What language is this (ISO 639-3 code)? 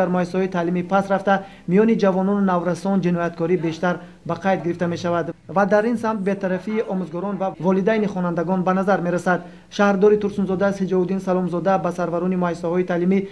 tgk